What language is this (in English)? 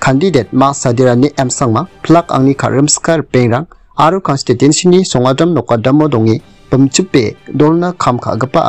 Garo